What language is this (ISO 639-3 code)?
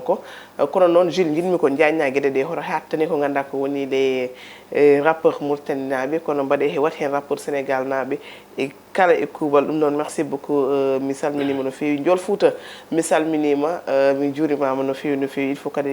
ful